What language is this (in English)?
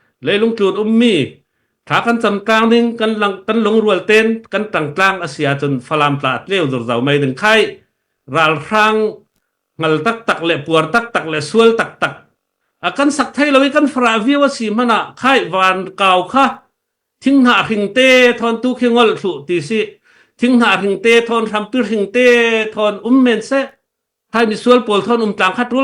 Falam Chin